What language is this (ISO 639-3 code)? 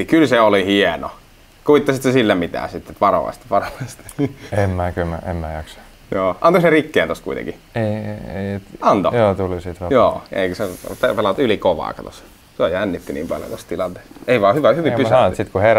fin